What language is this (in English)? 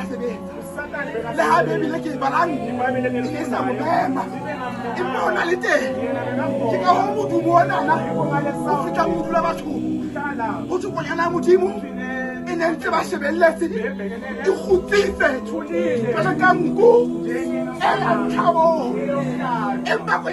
Southern Sotho